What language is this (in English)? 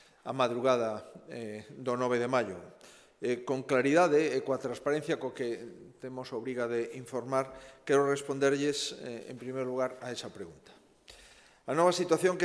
Galician